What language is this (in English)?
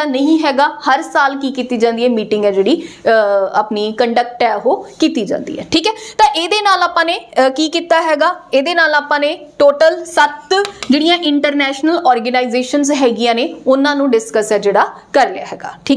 Punjabi